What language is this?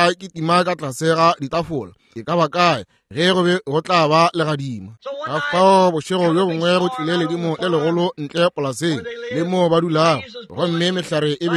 Northern Sotho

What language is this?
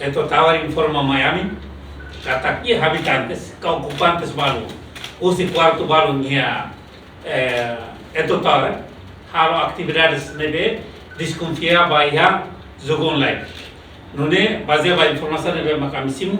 Tetum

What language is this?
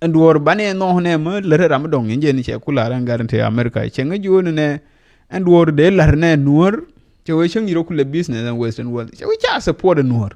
Nuer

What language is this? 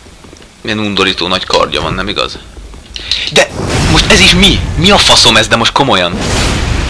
Hungarian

